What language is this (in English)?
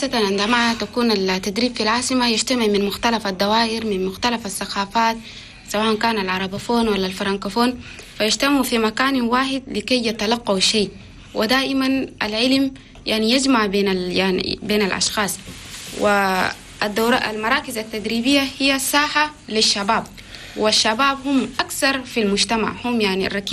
Chadian Arabic